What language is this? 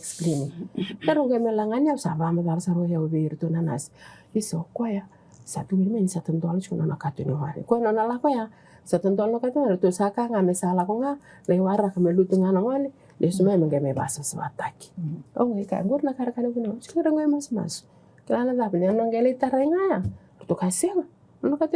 Fijian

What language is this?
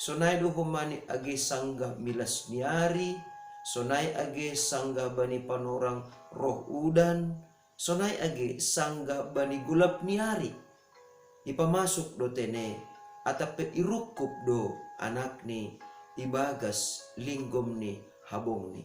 Batak Simalungun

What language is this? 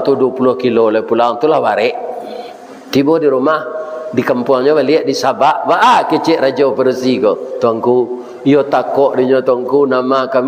Minangkabau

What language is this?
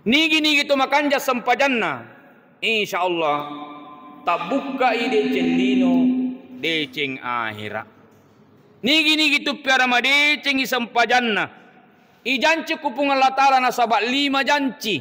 Buginese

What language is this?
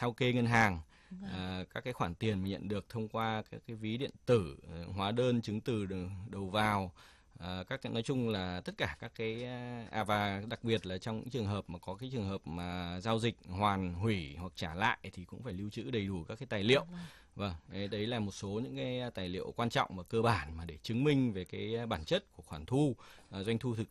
Vietnamese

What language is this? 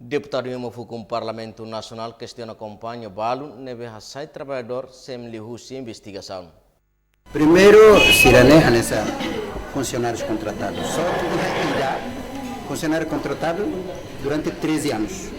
Tetum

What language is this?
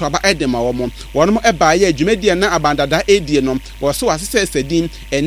Akan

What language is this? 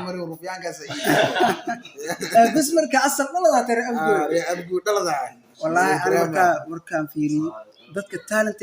Somali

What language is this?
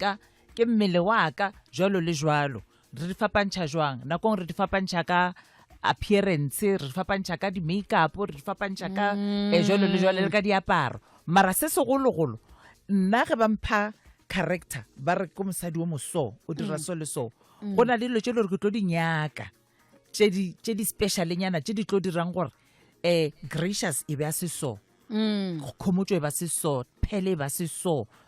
Northern Sotho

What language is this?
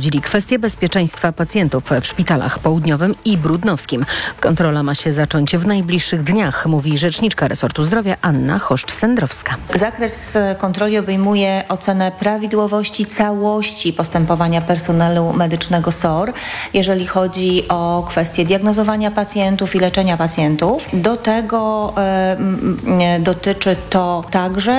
Polish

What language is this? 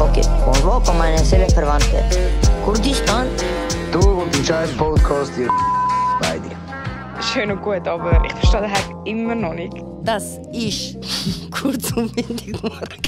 Swiss German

